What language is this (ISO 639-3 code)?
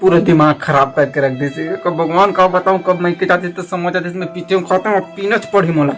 hne